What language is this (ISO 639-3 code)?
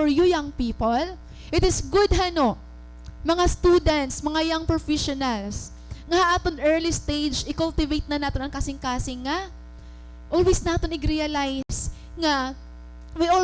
war